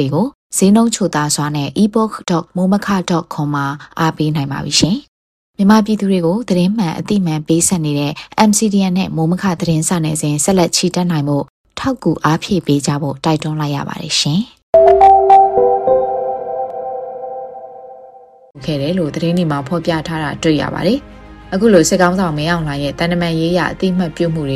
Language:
Burmese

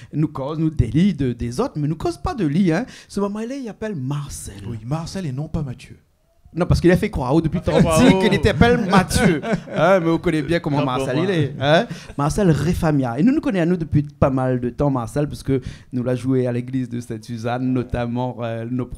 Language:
Réunion Creole French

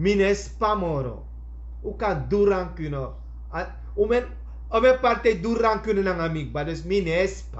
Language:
Sranan Tongo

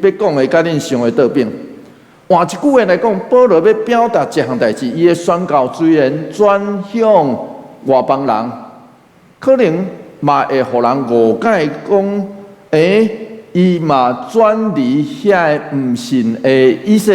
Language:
Min Nan Chinese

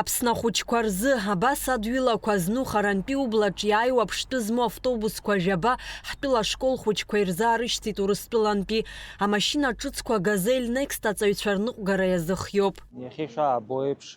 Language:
Abkhazian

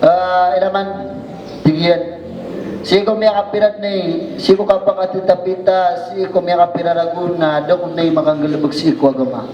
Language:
Maranao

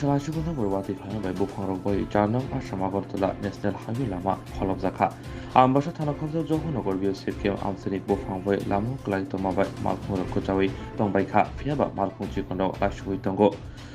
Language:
Kok Borok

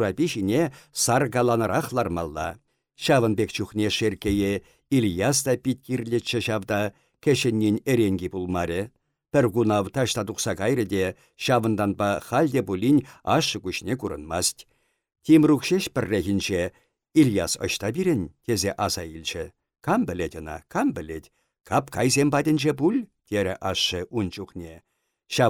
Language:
Chuvash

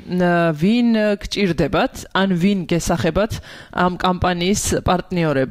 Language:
Georgian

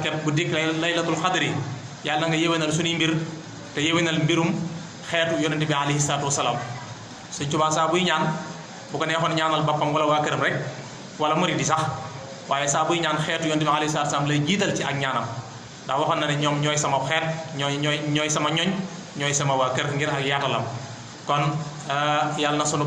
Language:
Wolof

